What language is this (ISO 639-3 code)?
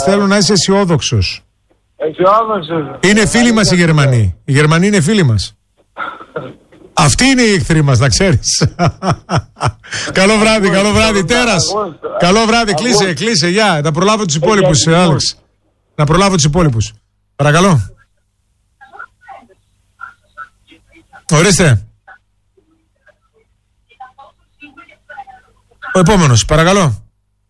ell